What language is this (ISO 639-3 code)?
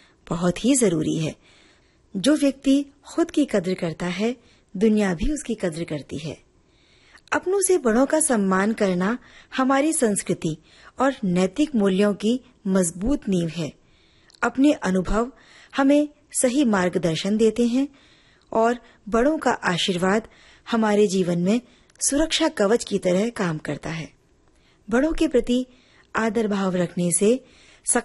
hin